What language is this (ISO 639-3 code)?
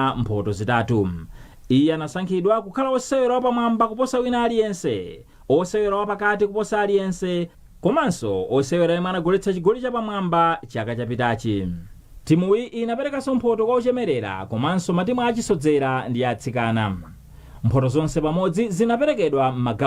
nya